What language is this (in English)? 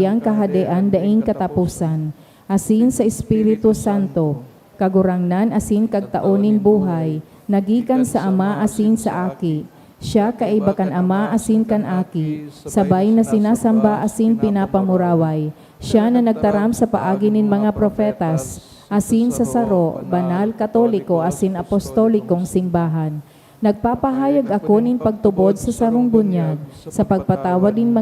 Bikol